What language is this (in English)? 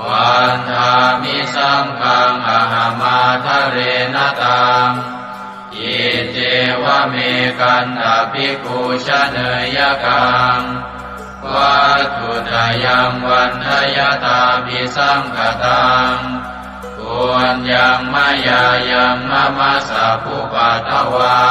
Pali